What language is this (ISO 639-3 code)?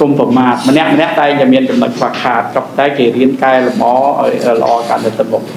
khm